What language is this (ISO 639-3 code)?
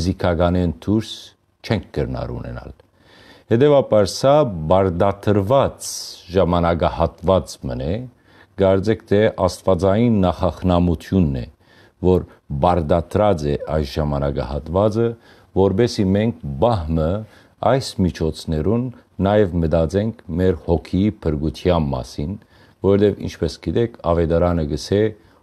hyw